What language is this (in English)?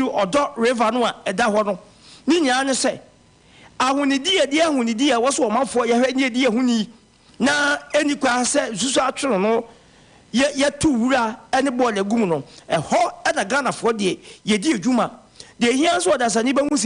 Akan